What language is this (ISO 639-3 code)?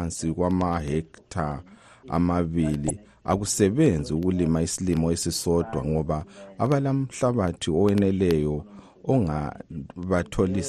nde